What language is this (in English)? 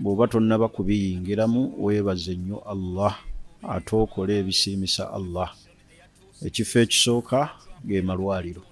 Ganda